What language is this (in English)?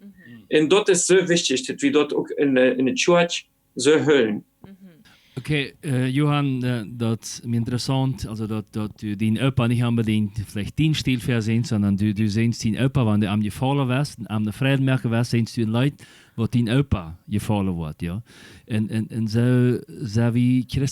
Plautdietsch